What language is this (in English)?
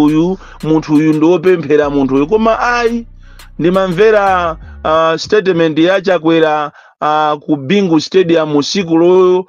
Nyanja